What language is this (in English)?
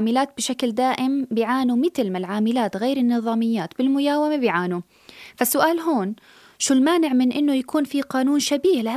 North Levantine Arabic